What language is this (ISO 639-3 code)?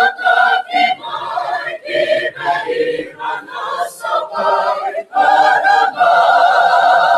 fij